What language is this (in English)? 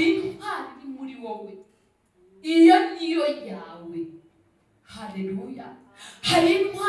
Kinyarwanda